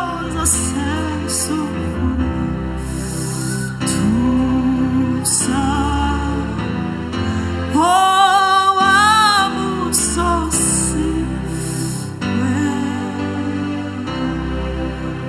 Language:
Kinyarwanda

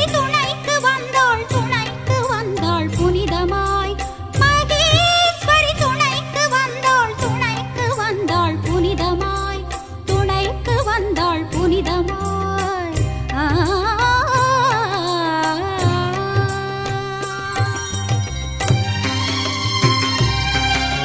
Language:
Tamil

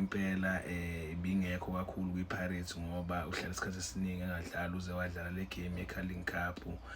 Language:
Zulu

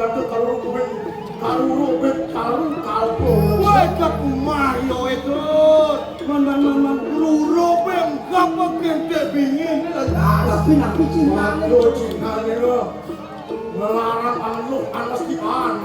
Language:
Balinese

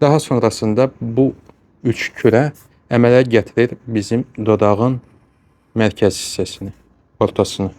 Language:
Azerbaijani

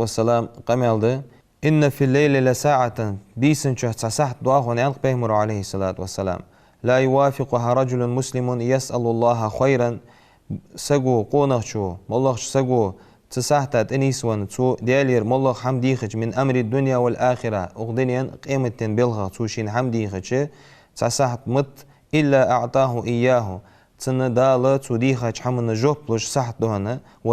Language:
Ingush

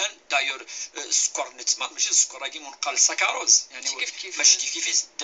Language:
Kabyle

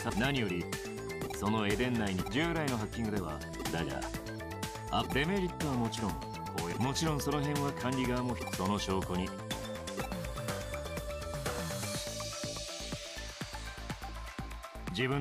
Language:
Japanese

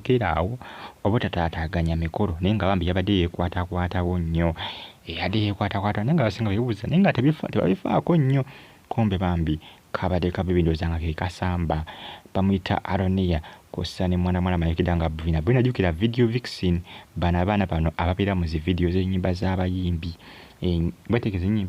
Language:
Ganda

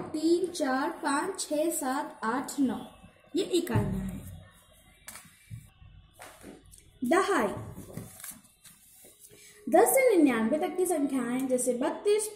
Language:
Hindi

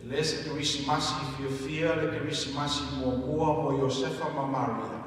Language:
Samoan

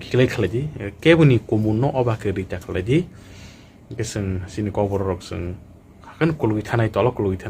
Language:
Kok Borok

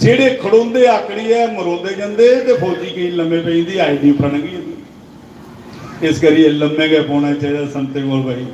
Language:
Dogri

